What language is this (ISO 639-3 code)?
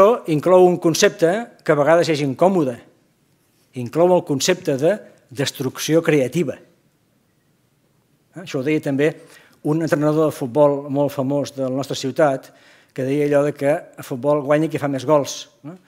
cat